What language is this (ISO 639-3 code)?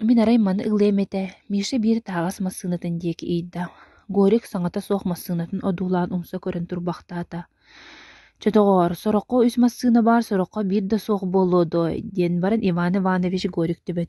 sah